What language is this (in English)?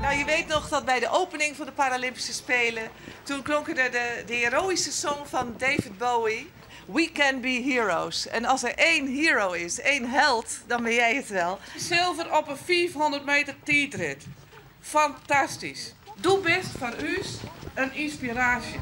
Western Frisian